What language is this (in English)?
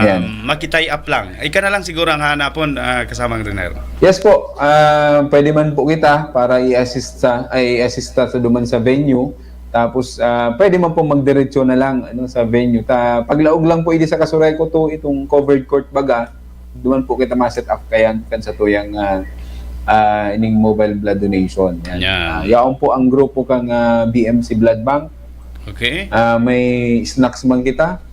Bikol